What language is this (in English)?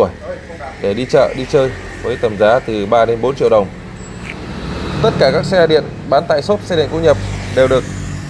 Vietnamese